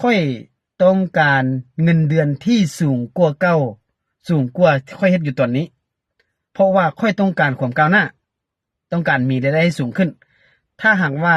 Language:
Lao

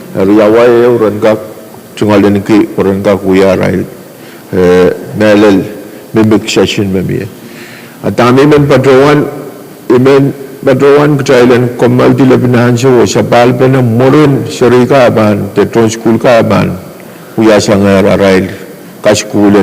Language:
Pohnpeian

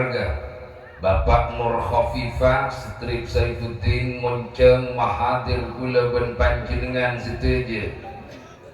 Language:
Madurese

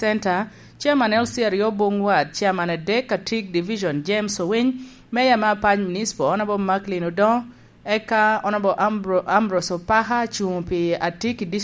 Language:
Lango (Uganda)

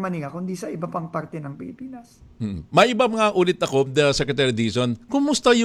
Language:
Filipino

